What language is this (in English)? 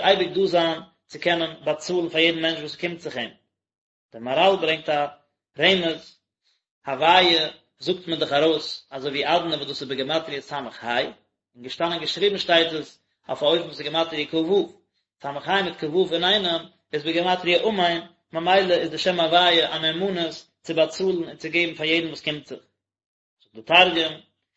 Yiddish